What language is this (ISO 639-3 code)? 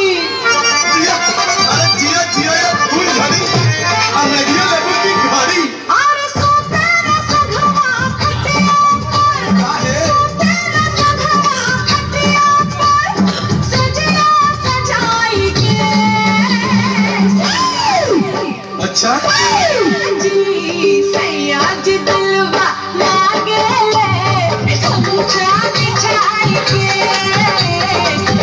bho